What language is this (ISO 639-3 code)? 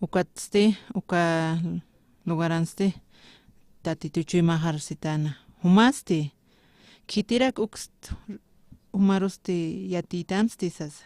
aym